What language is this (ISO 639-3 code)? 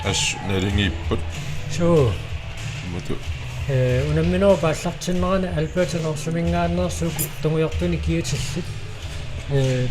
kal